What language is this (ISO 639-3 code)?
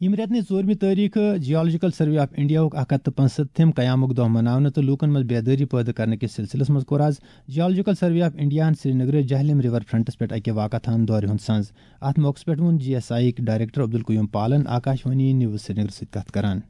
kas